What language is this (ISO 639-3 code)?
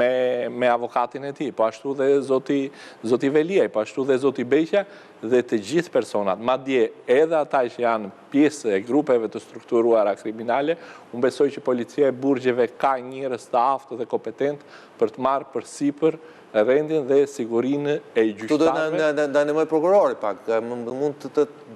sqi